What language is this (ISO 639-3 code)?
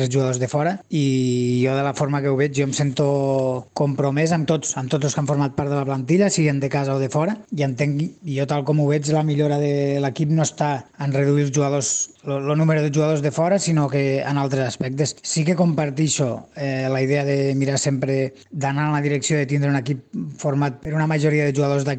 cat